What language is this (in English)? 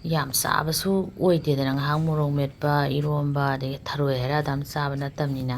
Manipuri